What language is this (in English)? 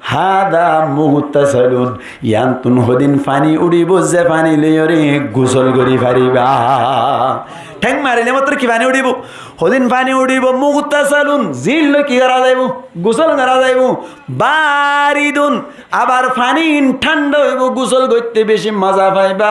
Rohingya